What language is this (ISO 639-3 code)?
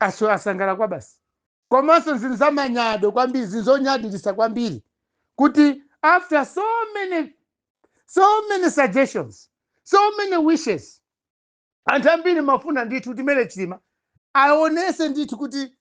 nya